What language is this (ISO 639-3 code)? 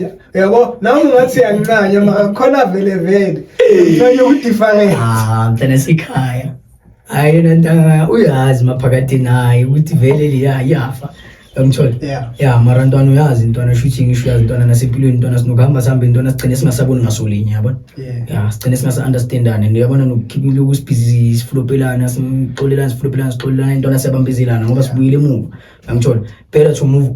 zul